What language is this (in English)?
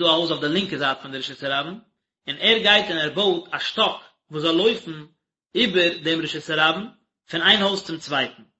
Yiddish